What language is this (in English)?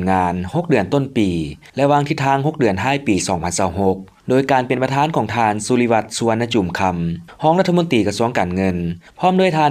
Lao